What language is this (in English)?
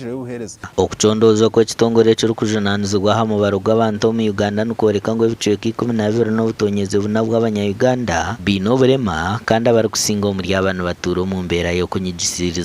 Nyankole